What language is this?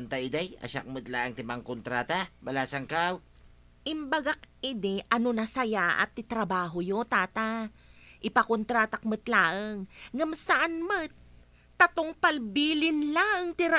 Iloko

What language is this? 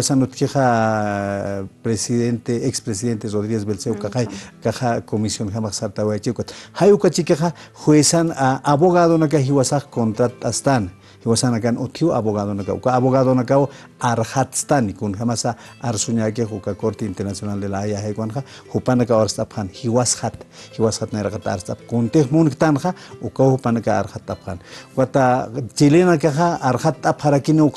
Aymara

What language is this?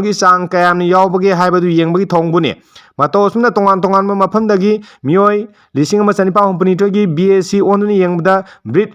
Manipuri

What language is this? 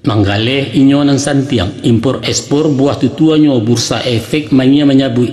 Minangkabau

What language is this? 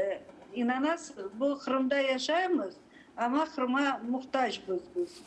Crimean Tatar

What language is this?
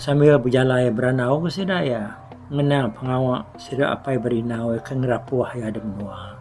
Iban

